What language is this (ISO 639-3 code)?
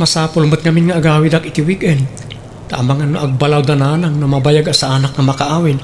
ilo